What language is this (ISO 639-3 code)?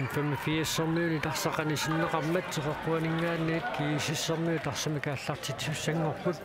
kal